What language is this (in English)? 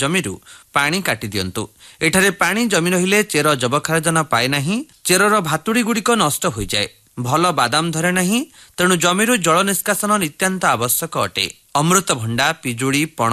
Odia